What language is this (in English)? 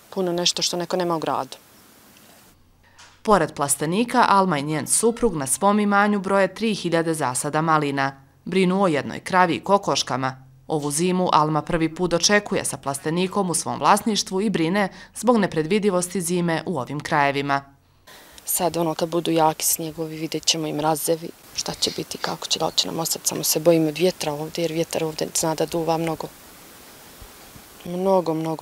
Bosnian